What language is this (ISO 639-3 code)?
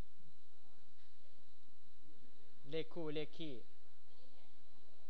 tha